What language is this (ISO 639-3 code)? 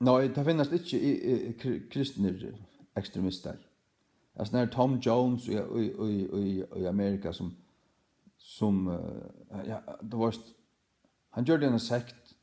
fao